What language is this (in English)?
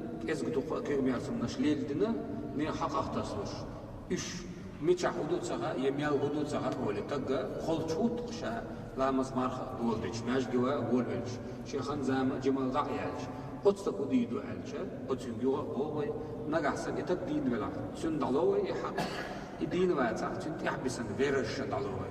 Chechen